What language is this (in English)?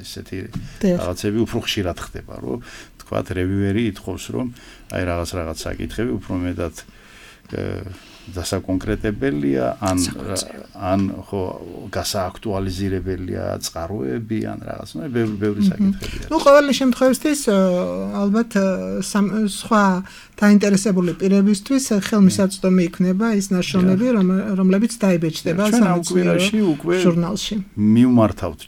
Georgian